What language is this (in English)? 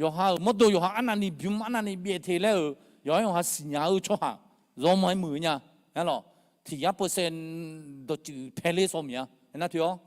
Akha